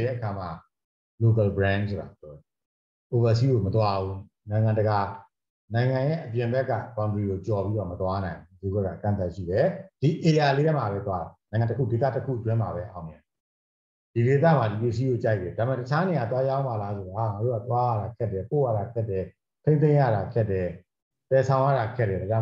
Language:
Burmese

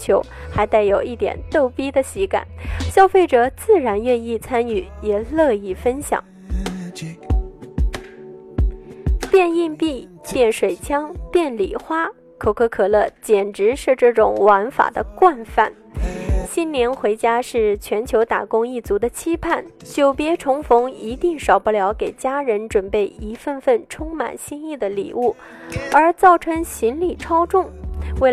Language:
Chinese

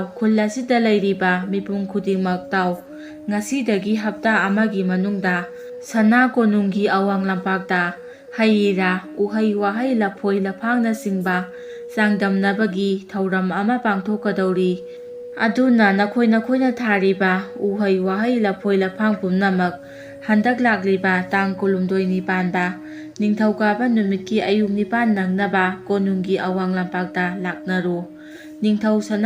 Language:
Manipuri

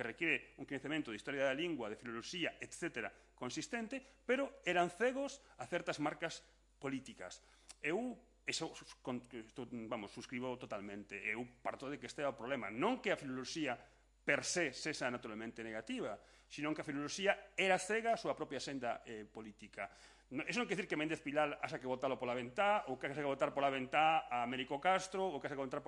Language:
Galician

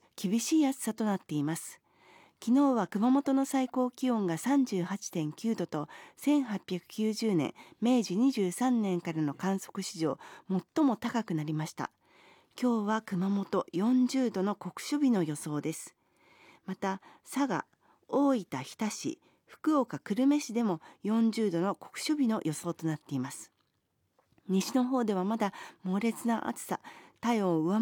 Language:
Japanese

